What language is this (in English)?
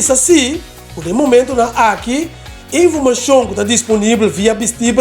Papiamento